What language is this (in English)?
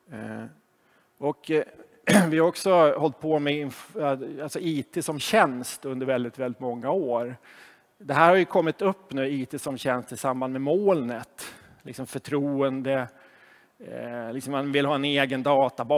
Swedish